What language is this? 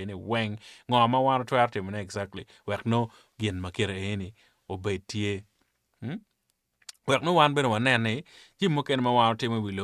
Acoli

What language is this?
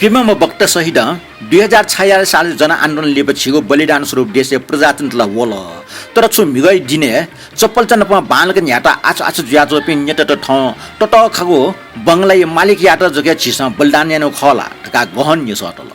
Newari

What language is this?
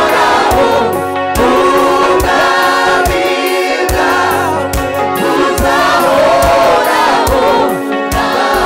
Kinyarwanda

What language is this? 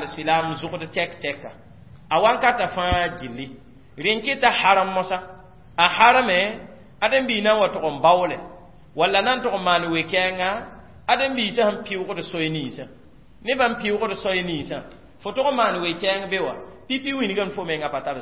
Mossi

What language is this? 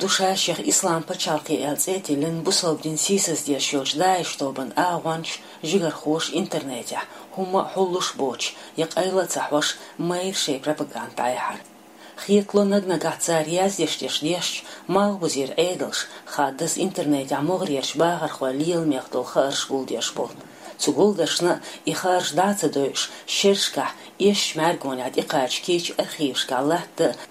Chechen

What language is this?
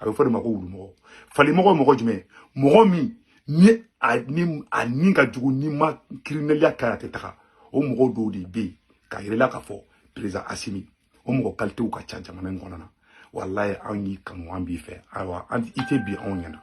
Bambara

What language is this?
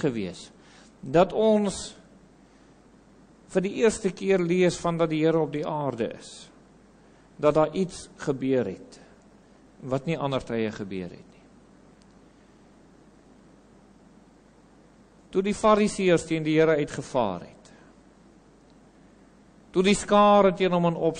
Afrikaans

